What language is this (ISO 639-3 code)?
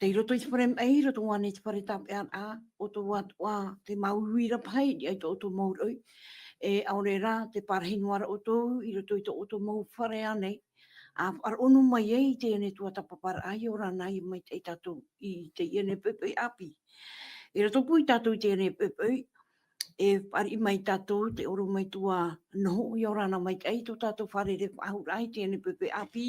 tah